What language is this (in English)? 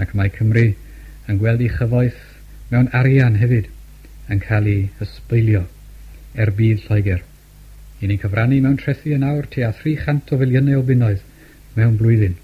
Welsh